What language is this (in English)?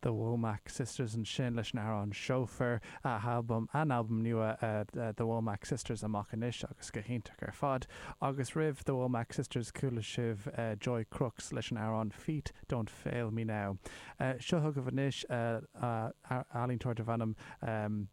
Irish